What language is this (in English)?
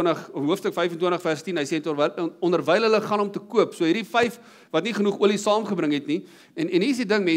Afrikaans